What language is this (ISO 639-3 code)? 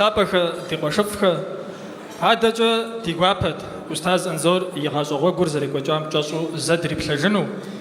kbd